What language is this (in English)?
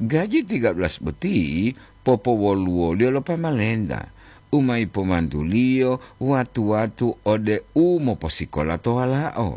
Gorontalo